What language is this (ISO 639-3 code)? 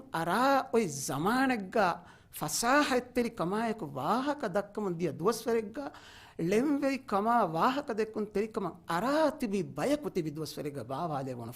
div